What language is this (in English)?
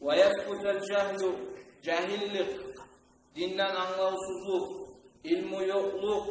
Kumyk